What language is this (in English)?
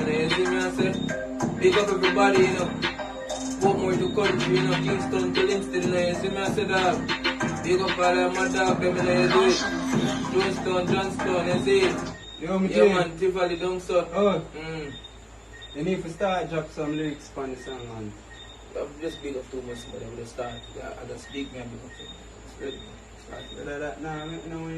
Jamaican Creole English